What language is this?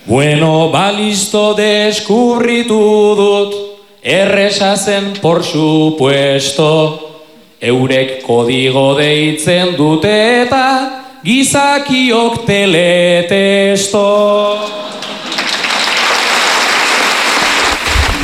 Basque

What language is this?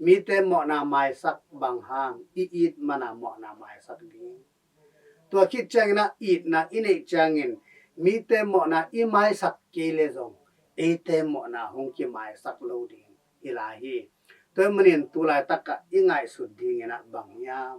Tedim Chin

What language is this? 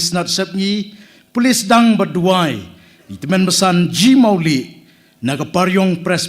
Khasi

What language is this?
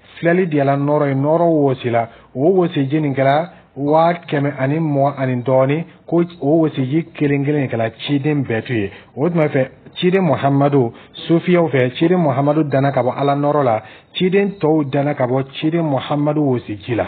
Dyula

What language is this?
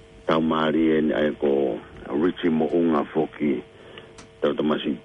Tongan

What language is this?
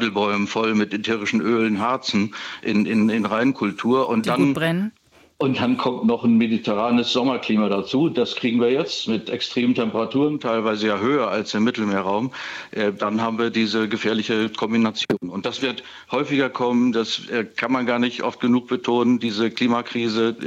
German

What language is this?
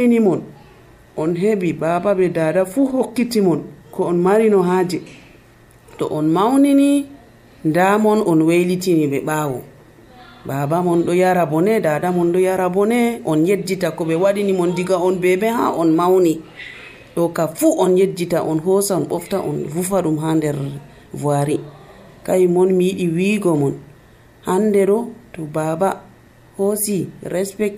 Nigerian Fulfulde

